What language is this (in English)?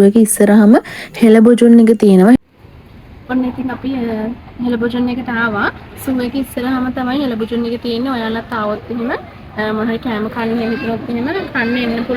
Sinhala